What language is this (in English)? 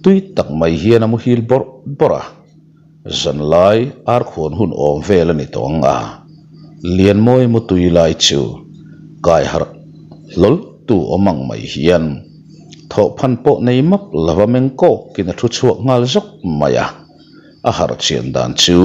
Mizo